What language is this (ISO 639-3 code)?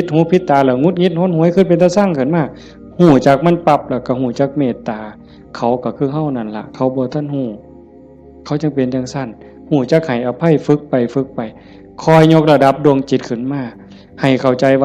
tts